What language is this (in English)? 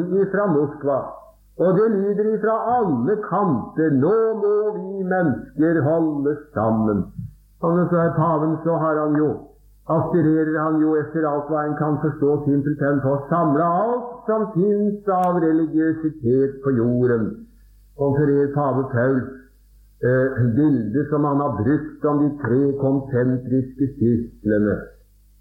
Norwegian